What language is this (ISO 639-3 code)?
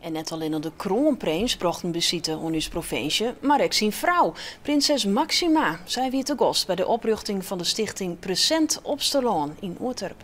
fry